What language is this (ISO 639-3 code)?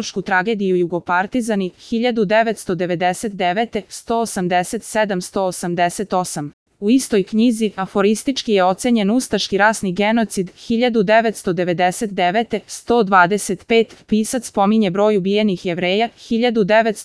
srp